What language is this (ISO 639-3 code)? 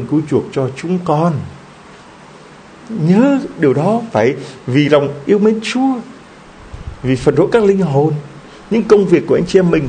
vie